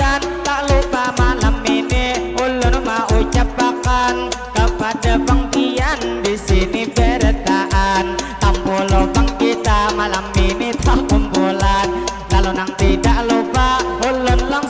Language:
Banjar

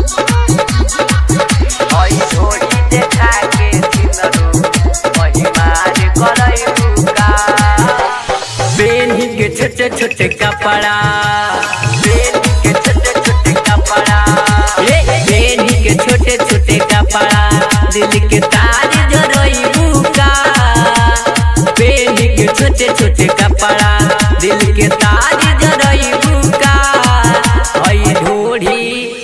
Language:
Bhojpuri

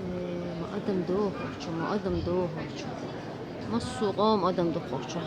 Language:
Chechen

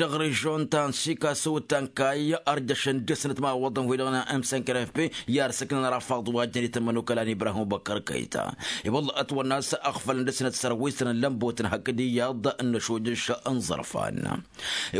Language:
Tamasheq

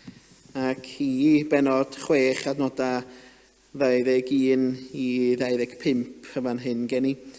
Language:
Welsh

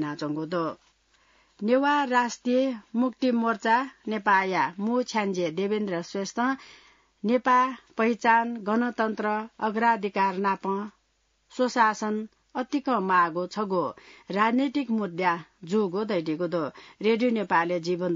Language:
Newari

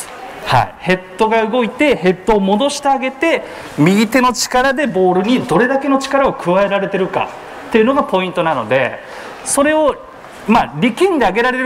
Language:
Japanese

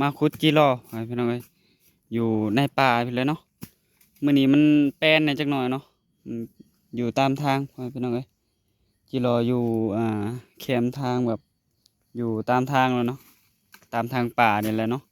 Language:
Northeastern Thai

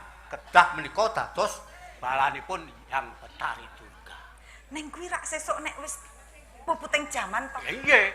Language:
Javanese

